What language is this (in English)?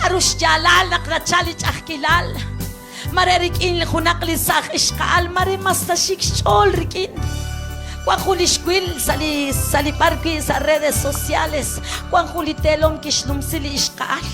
Kekchí